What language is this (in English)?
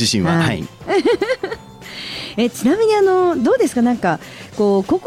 Japanese